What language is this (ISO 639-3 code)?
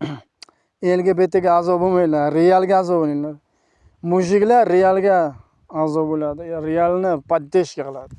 uzb